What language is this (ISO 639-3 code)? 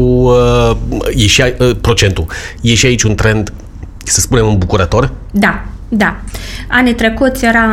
ron